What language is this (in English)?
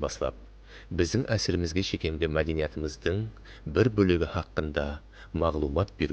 Kara-Kalpak